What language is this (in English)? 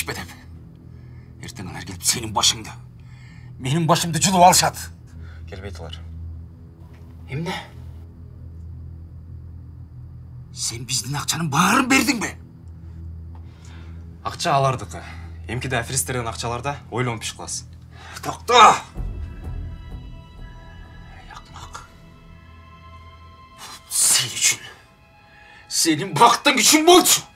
Kyrgyz